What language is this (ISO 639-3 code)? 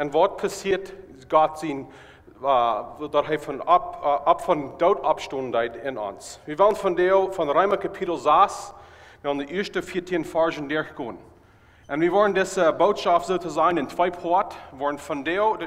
pdt